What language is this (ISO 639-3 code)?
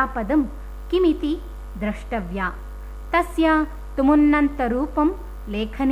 san